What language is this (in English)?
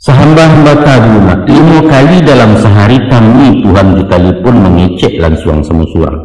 Minangkabau